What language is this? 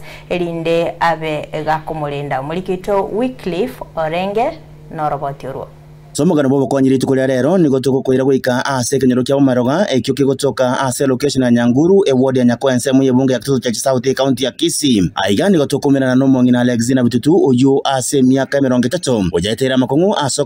Gusii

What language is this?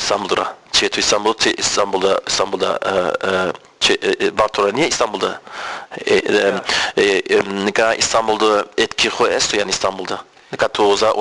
Zaza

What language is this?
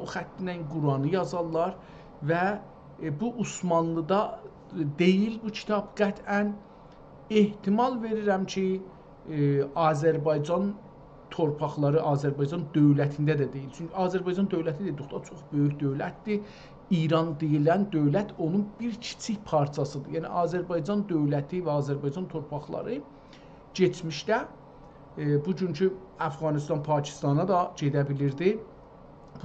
South Azerbaijani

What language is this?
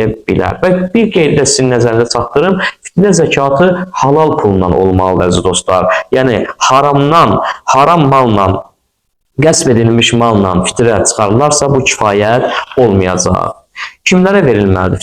Azerbaijani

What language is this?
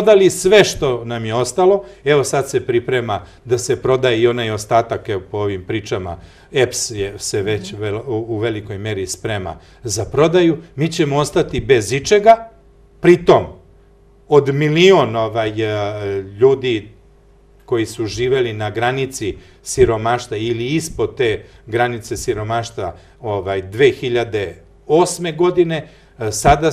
Serbian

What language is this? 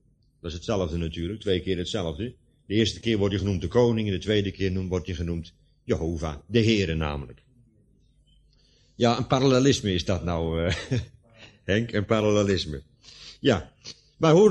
Dutch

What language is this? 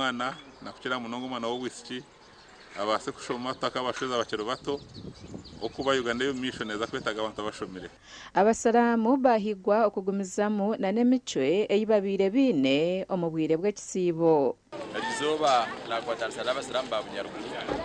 Nyankole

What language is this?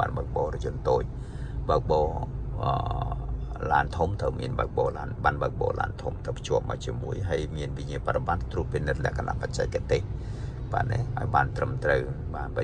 Khmer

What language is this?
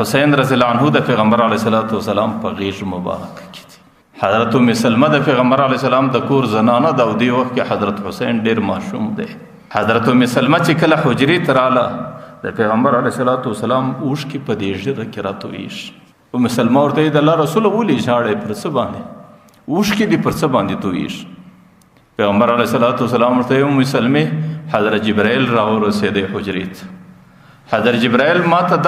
Pashto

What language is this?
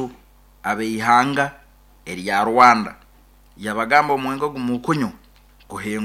Nyoro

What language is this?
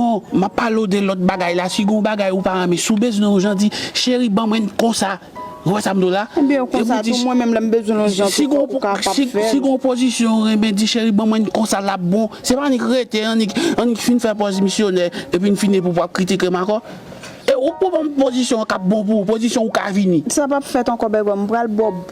Haitian Creole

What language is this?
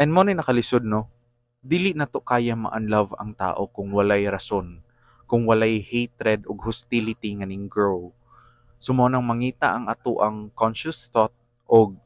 Cebuano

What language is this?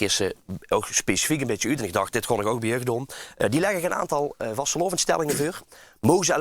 Limburgish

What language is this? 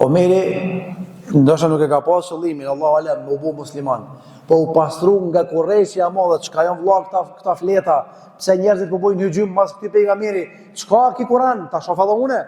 Albanian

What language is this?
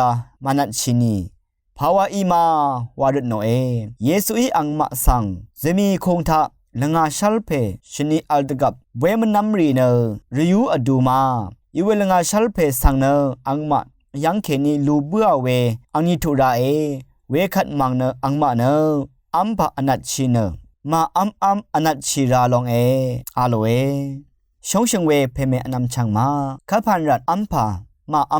Rawang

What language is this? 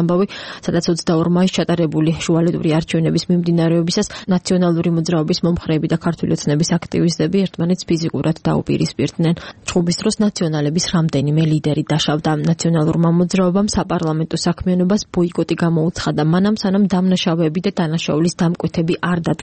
Georgian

